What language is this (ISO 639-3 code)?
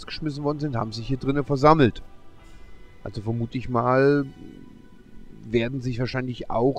deu